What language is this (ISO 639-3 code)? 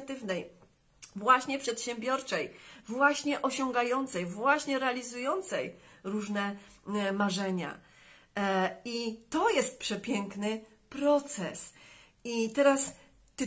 pol